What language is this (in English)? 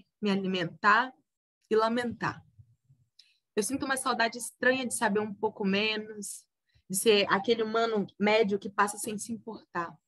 Portuguese